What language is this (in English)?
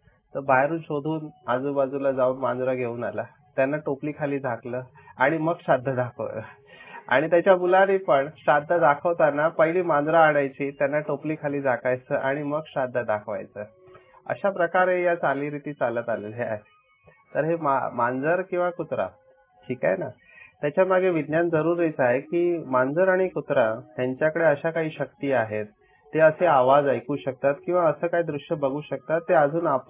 Marathi